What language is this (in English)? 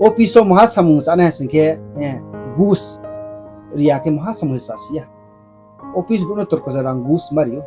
Riang (India)